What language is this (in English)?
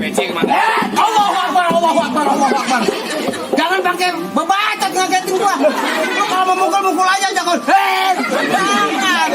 Betawi